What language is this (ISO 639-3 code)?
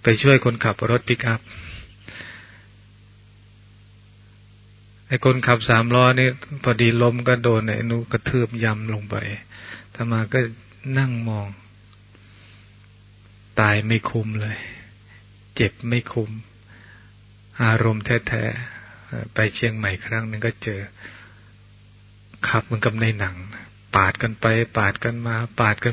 tha